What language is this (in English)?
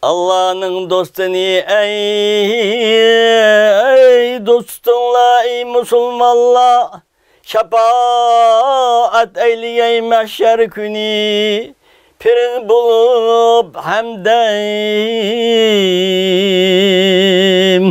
Uyghur